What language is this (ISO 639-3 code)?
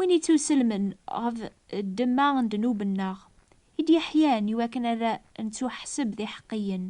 kab